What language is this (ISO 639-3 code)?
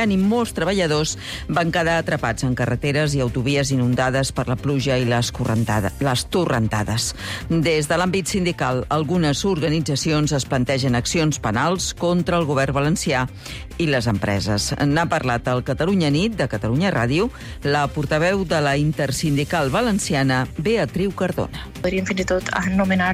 cat